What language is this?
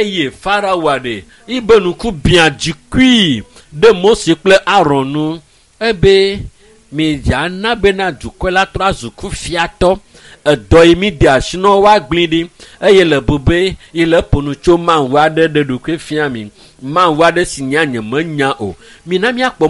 Ewe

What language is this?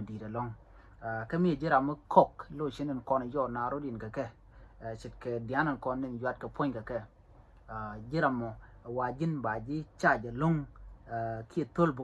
Nuer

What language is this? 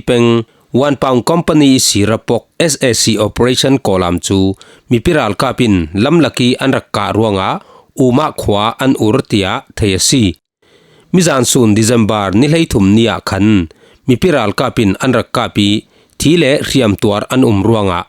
Falam Chin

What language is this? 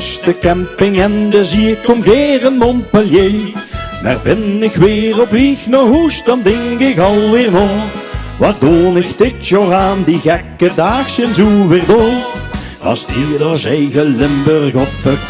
Limburgish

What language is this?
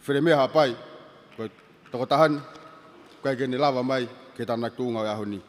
Tongan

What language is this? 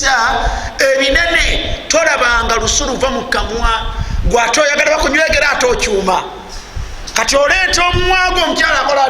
Ganda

